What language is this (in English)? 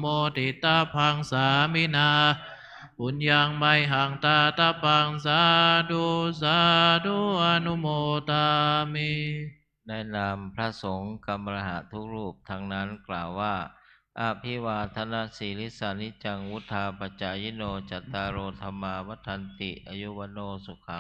Pali